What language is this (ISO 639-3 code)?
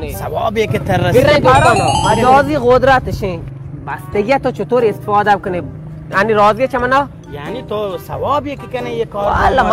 bal